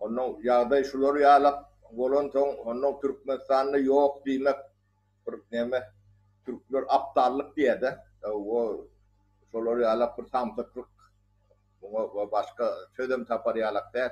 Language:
Turkmen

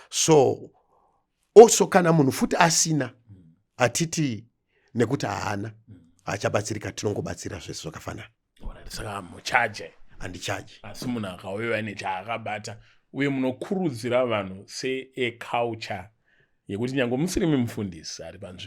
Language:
Shona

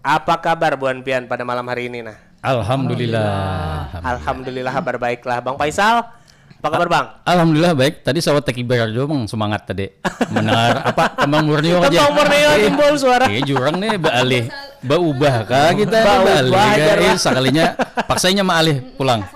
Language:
Banjar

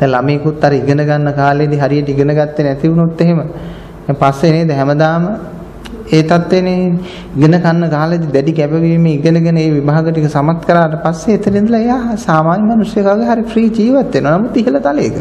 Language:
Sinhala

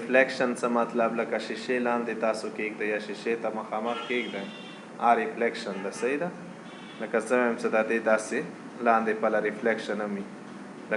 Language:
Pashto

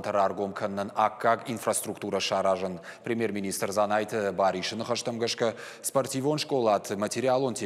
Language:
Ossetic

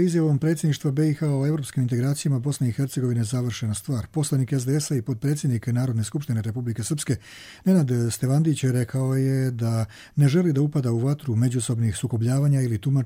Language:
Croatian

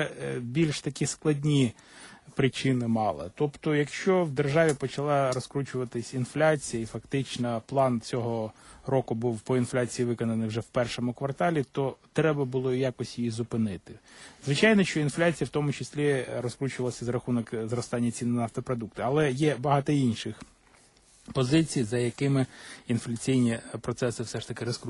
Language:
Ukrainian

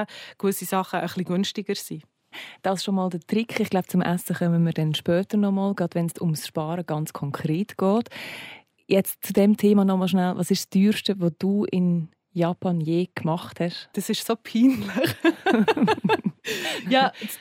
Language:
German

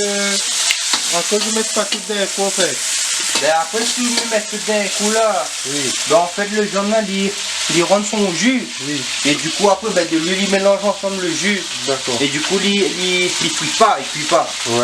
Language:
Réunion Creole French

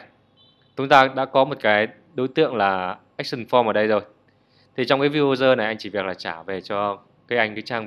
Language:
Vietnamese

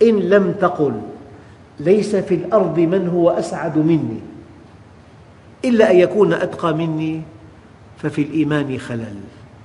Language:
Arabic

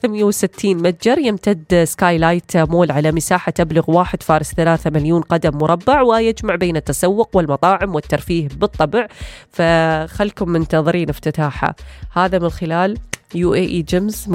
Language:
Najdi Arabic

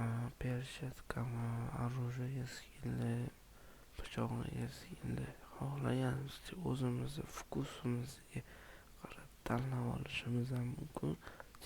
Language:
Uzbek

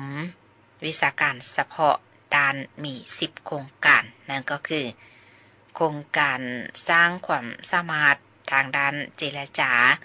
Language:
Lao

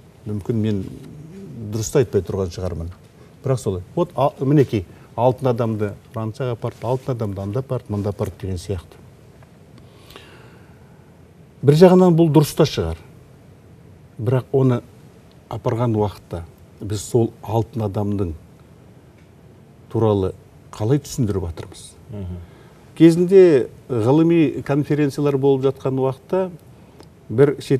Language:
Kazakh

